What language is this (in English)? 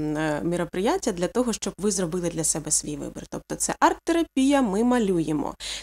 Ukrainian